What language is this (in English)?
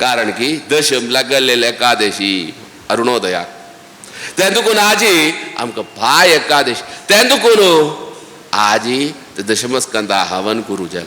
Konkani